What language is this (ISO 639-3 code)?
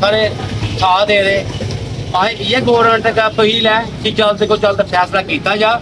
doi